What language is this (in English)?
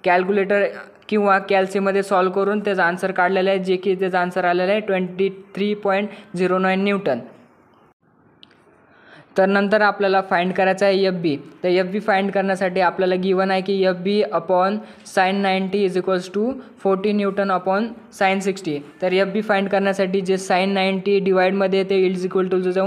Marathi